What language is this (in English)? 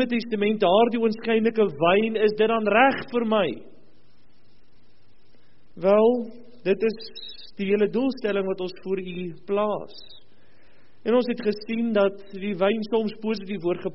Afrikaans